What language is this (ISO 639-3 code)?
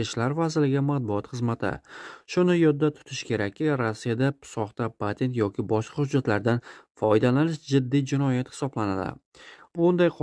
uzb